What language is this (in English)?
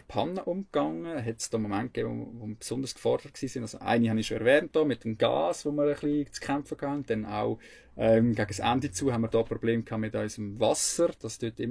Swiss German